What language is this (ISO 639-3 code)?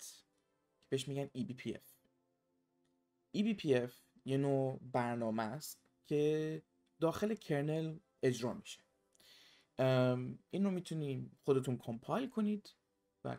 fas